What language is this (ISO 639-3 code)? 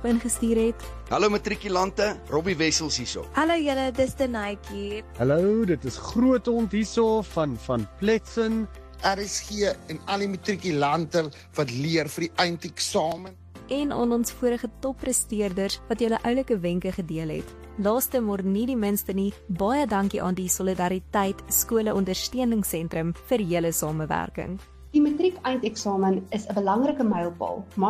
afr